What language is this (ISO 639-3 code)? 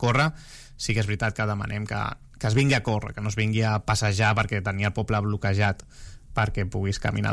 cat